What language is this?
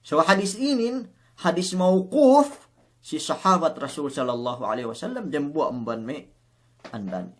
Yakan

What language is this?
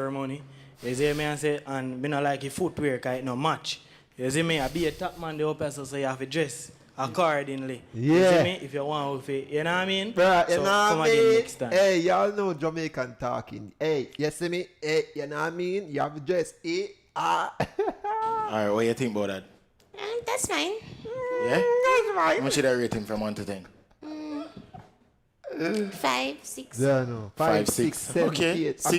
Jamaican Creole English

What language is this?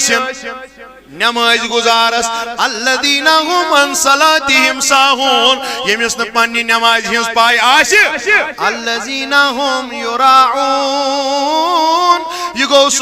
Kashmiri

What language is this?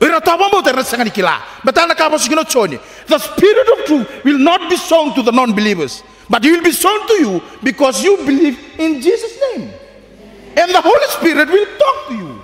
Fijian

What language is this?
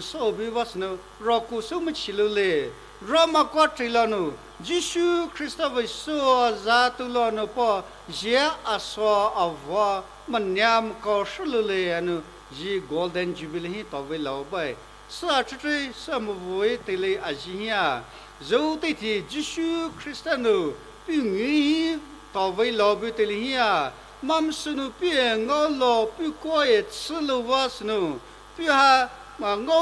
Poumei Naga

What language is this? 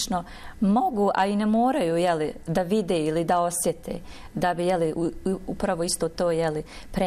Bosnian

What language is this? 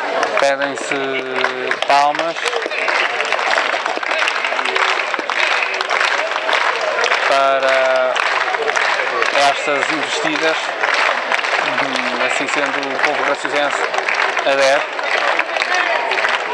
Portuguese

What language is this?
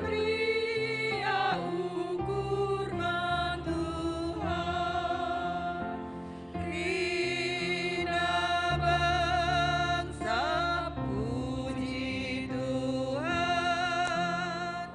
Batak Karo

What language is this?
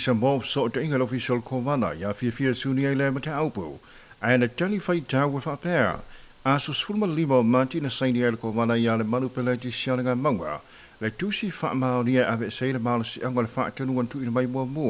Samoan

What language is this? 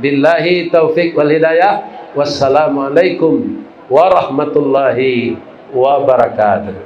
Minangkabau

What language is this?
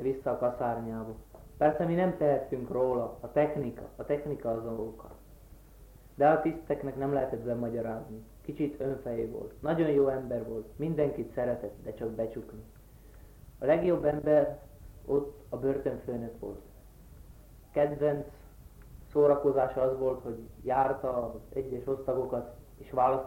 Hungarian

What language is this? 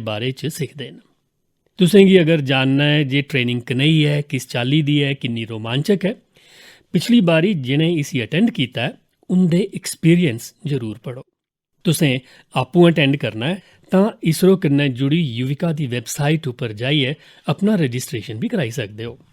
Dogri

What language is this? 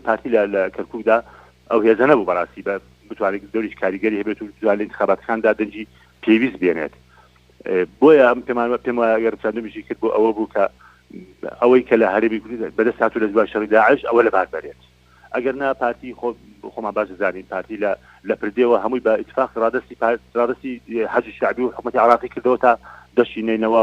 Central Kurdish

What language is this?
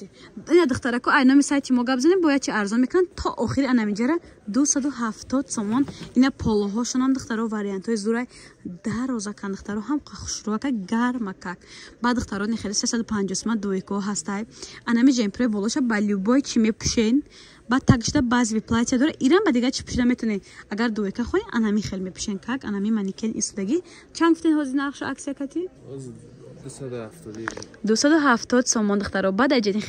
Tajik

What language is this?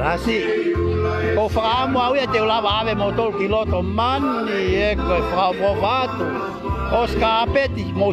Tongan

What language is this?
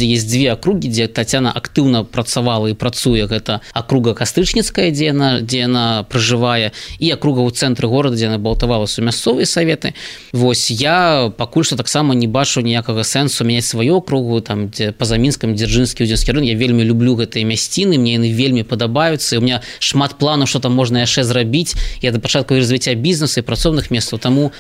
Belarusian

